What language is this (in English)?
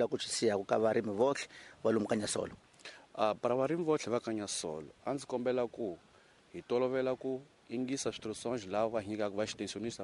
Tsonga